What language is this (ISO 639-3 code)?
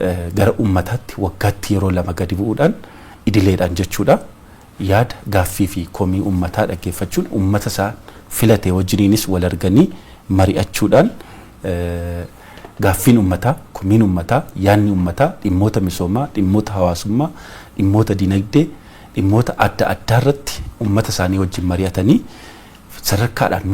orm